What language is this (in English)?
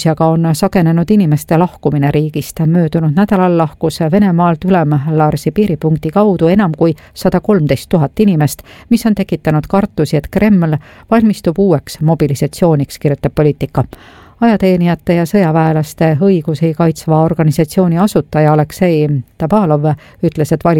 Estonian